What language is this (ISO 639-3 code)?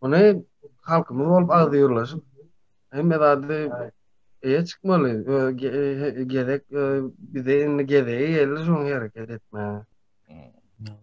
tuk